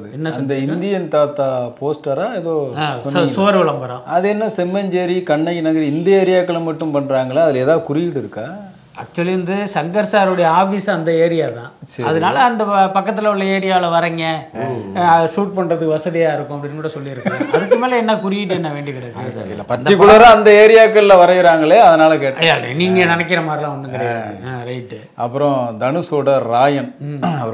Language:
Tamil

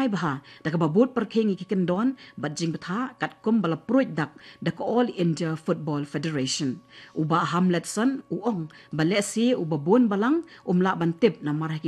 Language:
Khasi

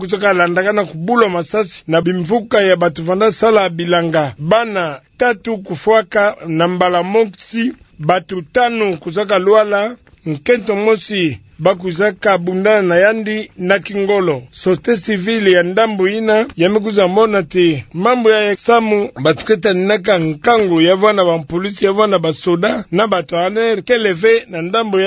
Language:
Kituba (Democratic Republic of Congo)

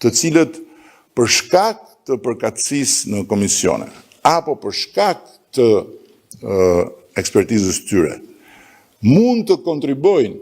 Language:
Albanian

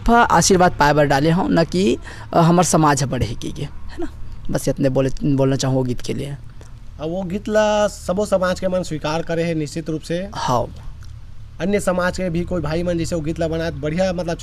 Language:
Chhattisgarhi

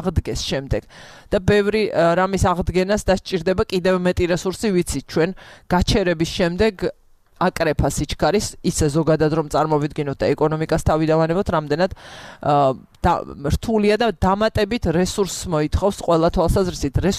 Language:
Georgian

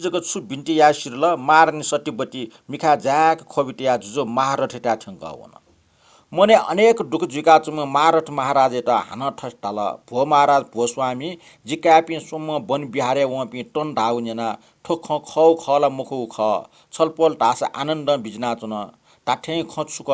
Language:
Newari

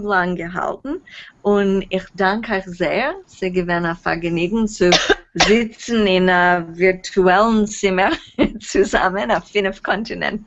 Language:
Yiddish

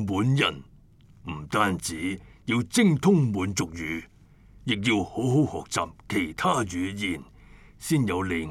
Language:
Cantonese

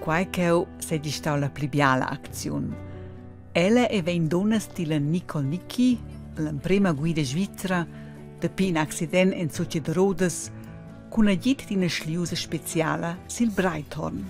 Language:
Romansh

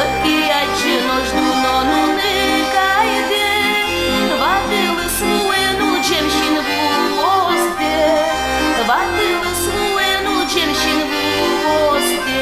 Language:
Udmurt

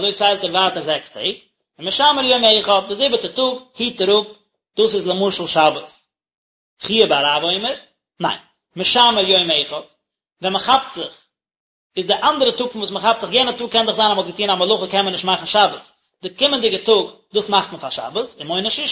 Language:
Yiddish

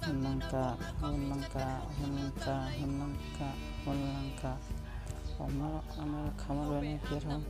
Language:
Shan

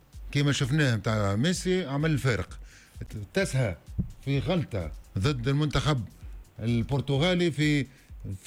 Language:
Tunisian Arabic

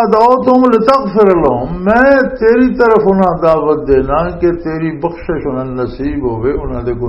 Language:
Western Panjabi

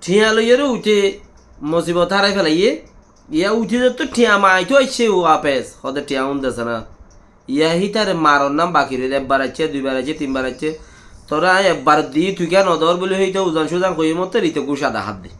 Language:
Rohingya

